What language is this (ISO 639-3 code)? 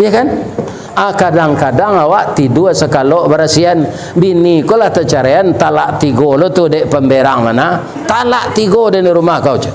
min